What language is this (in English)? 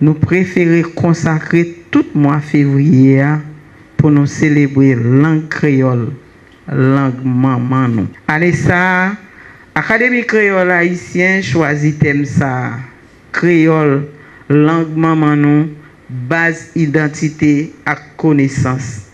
Haitian Creole